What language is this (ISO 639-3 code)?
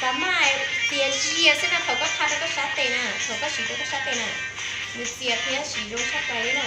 hmn